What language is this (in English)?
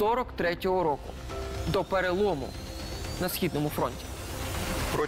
Ukrainian